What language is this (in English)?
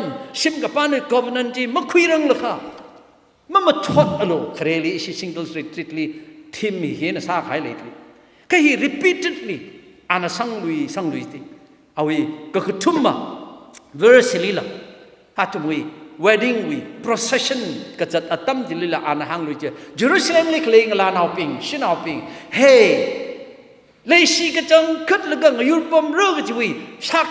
Tangkhul Naga (India)